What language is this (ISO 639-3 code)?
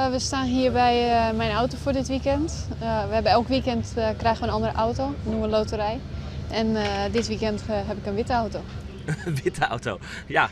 fry